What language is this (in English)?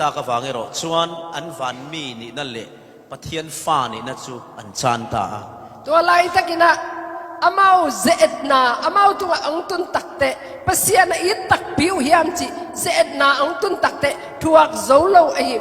Falam Chin